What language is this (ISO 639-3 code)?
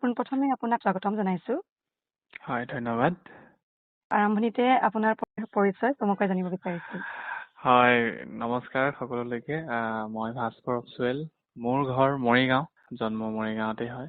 asm